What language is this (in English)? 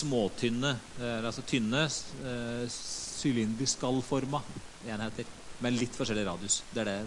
Norwegian